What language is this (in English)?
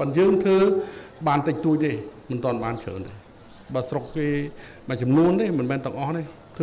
Khmer